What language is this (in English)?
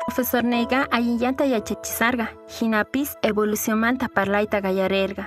Quechua